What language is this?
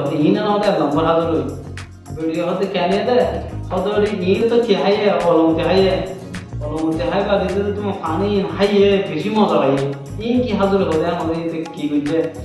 Rohingya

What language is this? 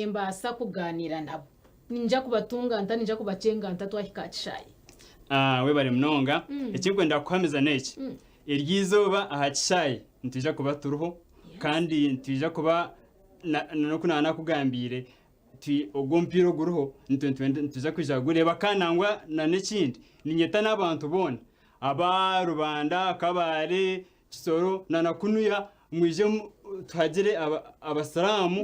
Nyankole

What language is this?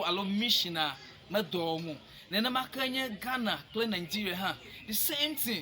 Ewe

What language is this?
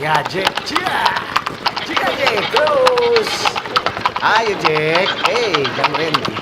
Manado Malay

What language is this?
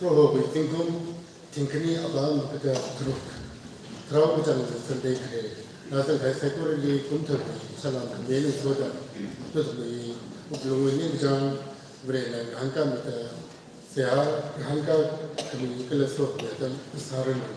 Tangkhul Naga (India)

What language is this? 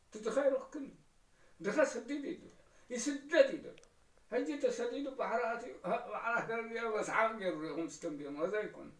Tigrinya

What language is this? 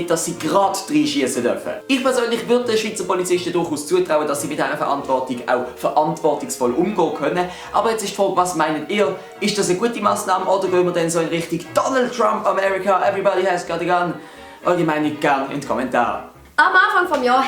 Swiss German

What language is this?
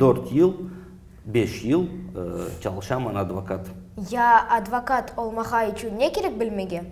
Crimean Tatar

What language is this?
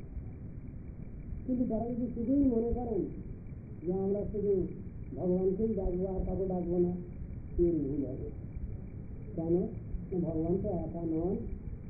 Bangla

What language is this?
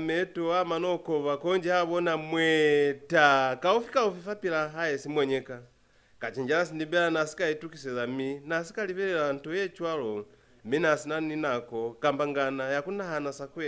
Lozi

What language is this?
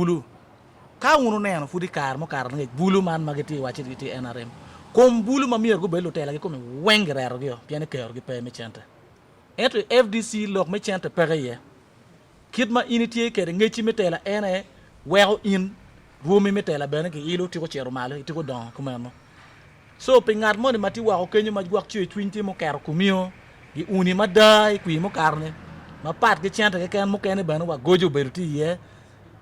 Acoli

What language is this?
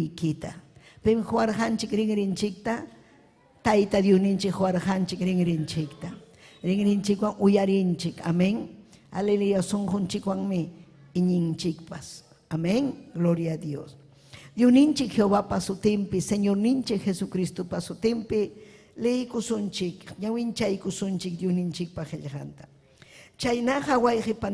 Ayacucho Quechua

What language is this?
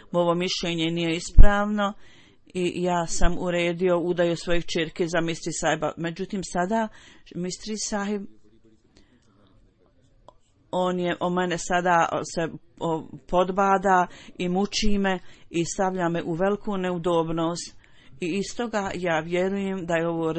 Bosnian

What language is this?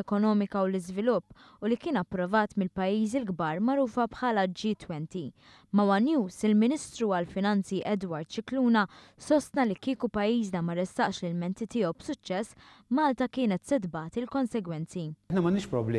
Maltese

